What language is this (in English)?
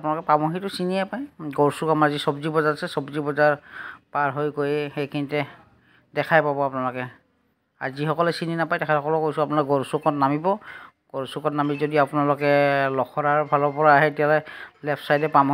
Assamese